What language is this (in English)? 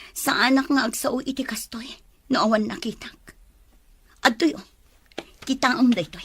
Iloko